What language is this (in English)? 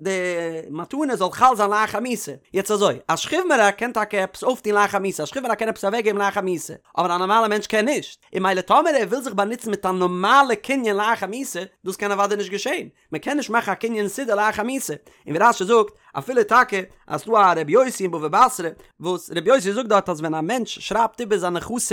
Yiddish